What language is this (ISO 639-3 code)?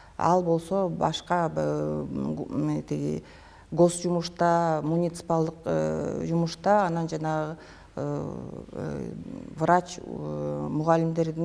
kir